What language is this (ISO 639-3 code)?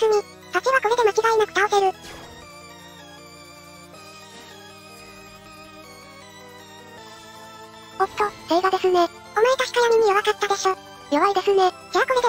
jpn